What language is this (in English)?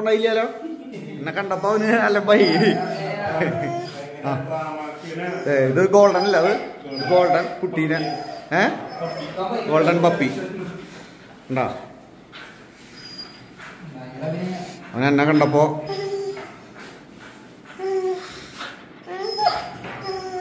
Malayalam